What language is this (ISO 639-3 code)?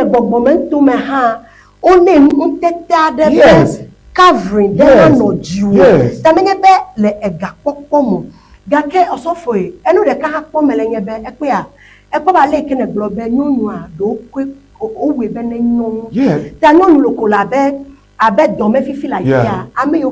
ewe